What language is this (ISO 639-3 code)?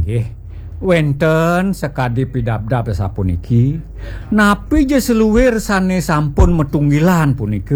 ban